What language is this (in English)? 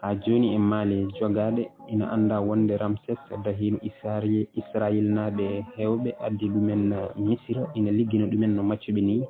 Fula